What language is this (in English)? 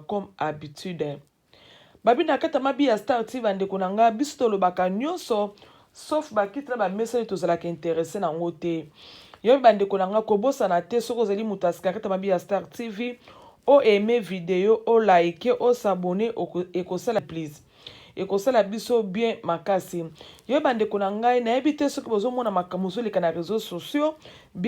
Lingala